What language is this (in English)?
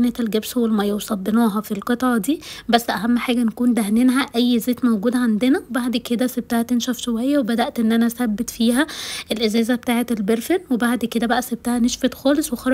Egyptian Arabic